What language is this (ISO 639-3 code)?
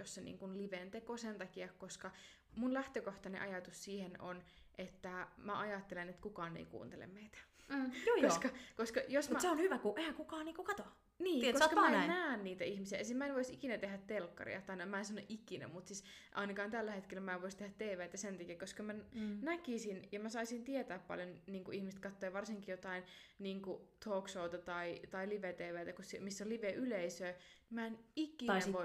fin